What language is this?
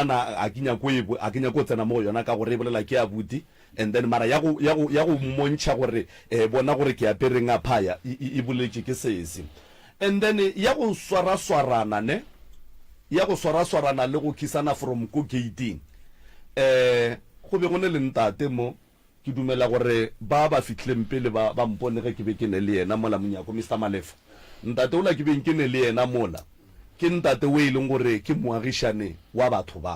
Northern Sotho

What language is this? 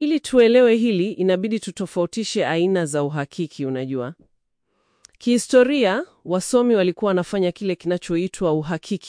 Swahili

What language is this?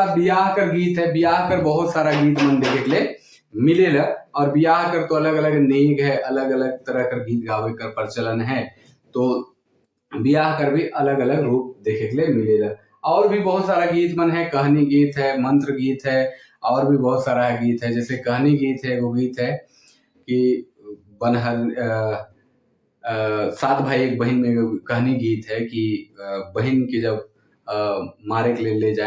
Sadri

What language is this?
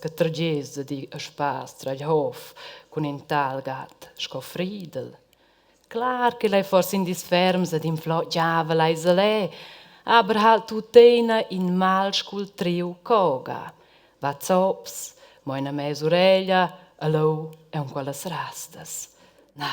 Romansh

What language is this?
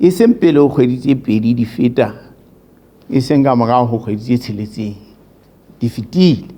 Southern Sotho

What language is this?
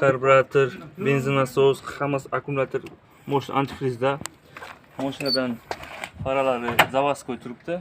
Uzbek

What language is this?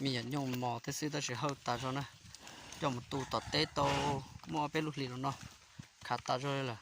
Hmong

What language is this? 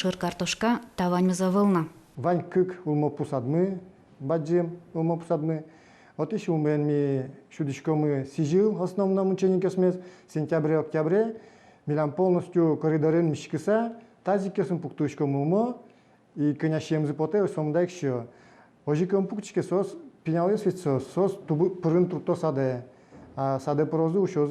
Udmurt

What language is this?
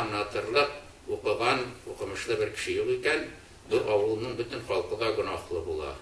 Tatar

